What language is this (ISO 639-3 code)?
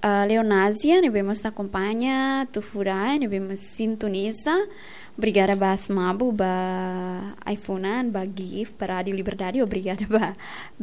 tet